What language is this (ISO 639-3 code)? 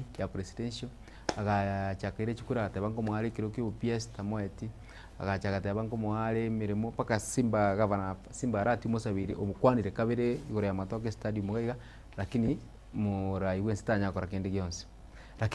guz